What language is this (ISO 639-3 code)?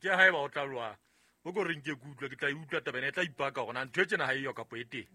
sot